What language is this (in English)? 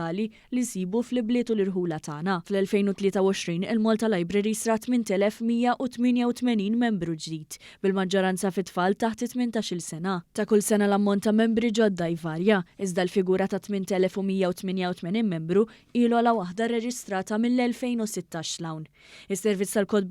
Maltese